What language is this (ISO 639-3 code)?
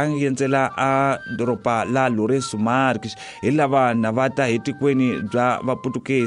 tso